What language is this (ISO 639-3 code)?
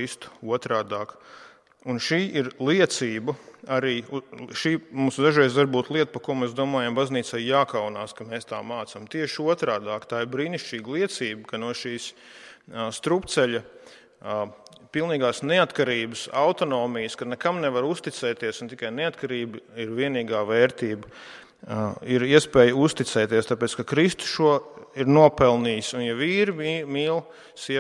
lav